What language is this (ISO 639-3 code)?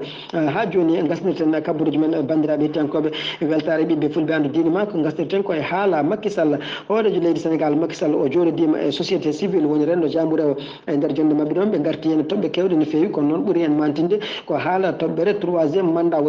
ful